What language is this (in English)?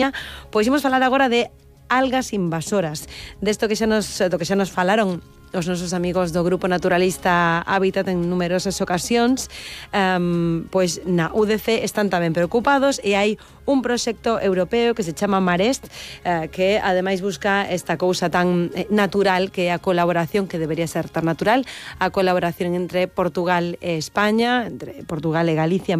Galician